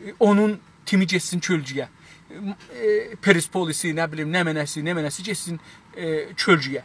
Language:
South Azerbaijani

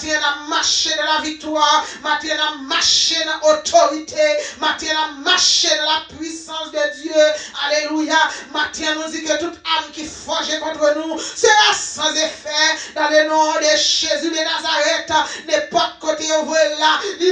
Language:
Haitian Creole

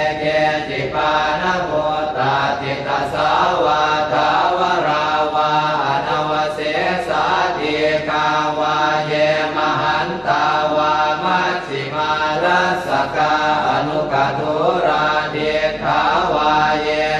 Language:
Pali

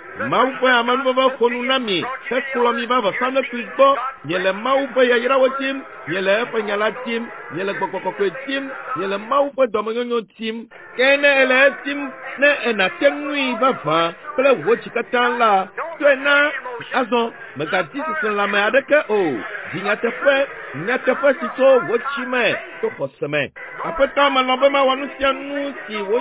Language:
Ewe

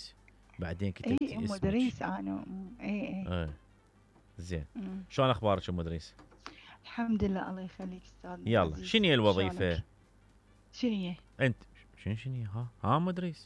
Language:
Mesopotamian Arabic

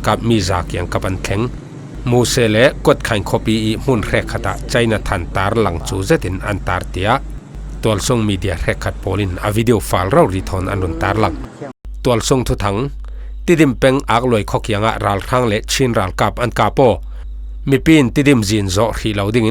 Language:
Falam Chin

